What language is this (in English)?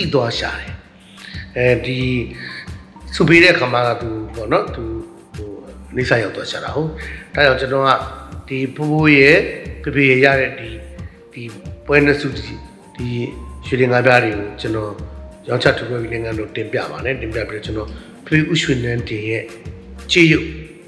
Burmese